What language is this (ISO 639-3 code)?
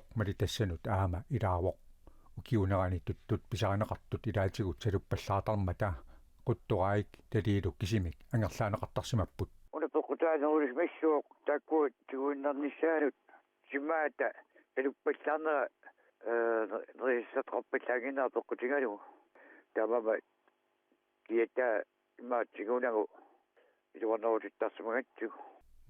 kal